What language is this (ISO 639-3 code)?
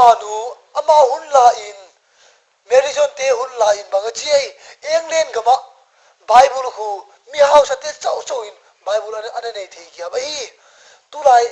ctd